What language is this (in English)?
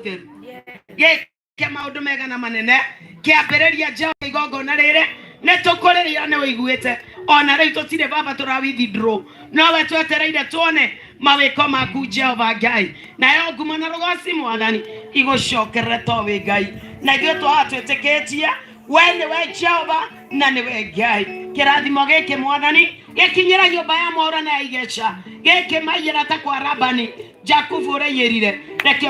Kikuyu